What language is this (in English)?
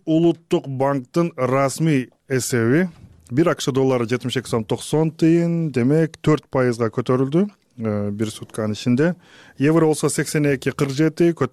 Kyrgyz